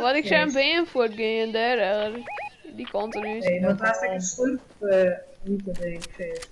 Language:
Western Frisian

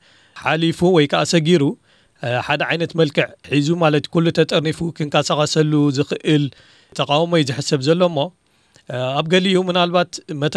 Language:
Tigrinya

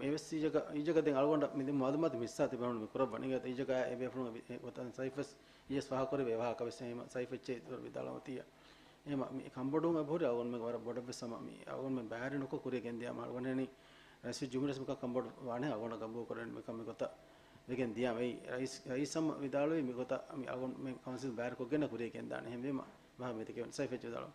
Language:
Divehi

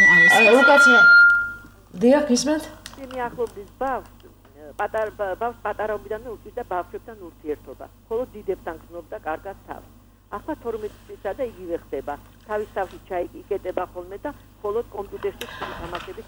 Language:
Georgian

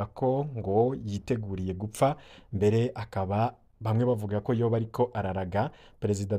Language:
Rundi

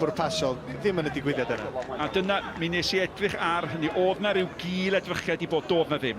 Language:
Welsh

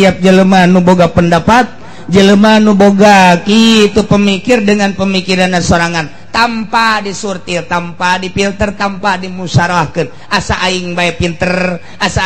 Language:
Sundanese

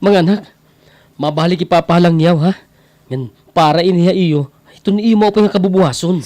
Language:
Waray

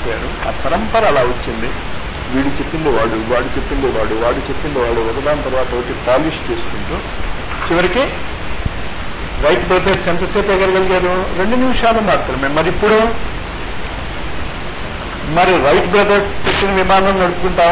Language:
Telugu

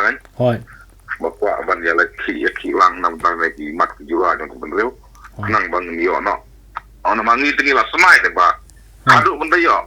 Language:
Khasi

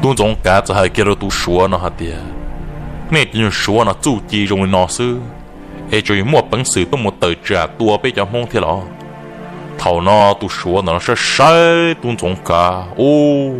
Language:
Hmong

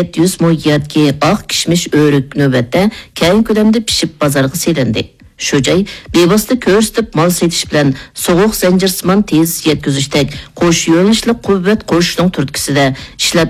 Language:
Uyghur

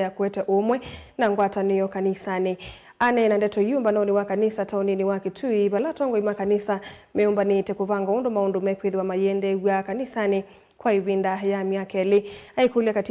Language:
Kamba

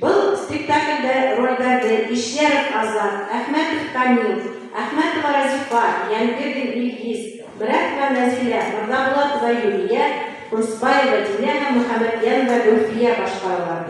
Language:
Bashkir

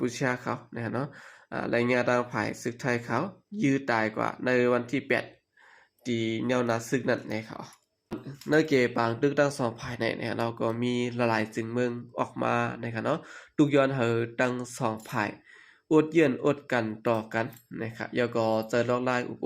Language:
Shan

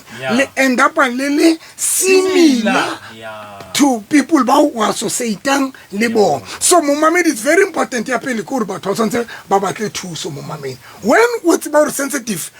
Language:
Southern Sotho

